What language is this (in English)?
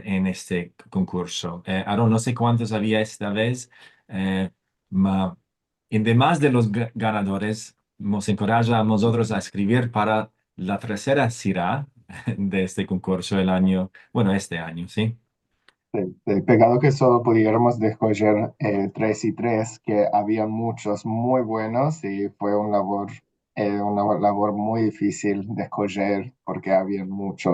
Ladino